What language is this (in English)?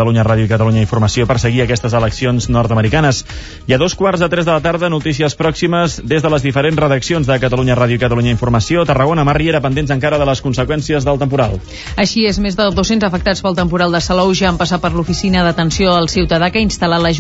Catalan